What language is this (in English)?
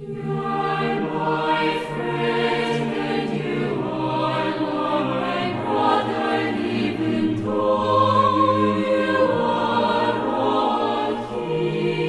South Bolivian Quechua